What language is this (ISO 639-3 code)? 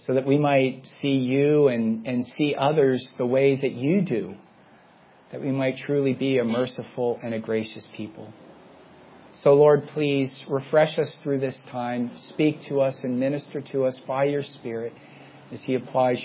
eng